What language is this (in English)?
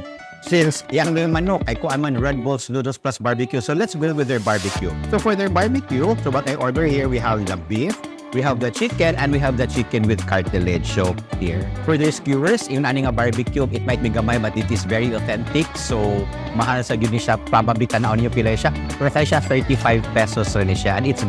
Cebuano